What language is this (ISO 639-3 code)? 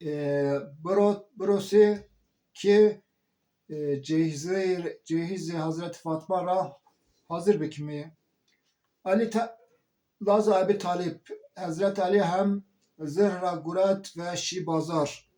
zza